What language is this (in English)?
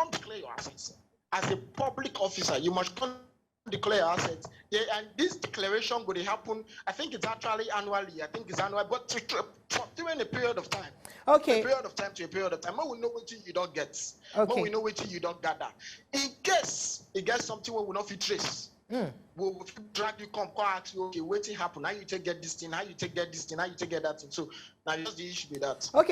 Nigerian Pidgin